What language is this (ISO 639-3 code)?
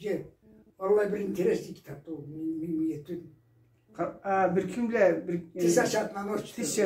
krc